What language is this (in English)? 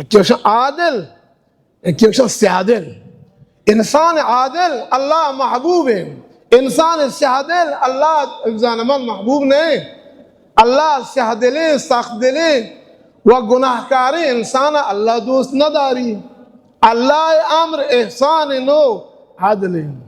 Baluchi